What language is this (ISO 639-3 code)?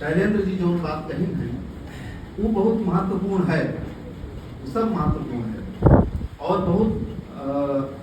awa